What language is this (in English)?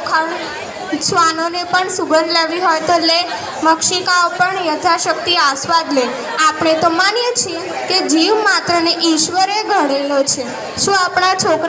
Gujarati